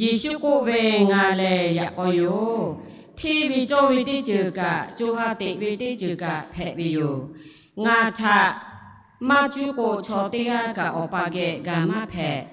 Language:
Lahu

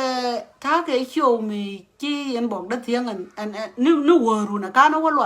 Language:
Nuer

